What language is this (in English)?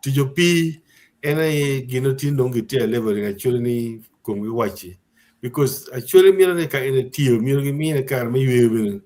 Acoli